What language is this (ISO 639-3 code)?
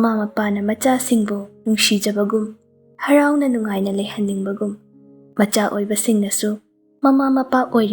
mni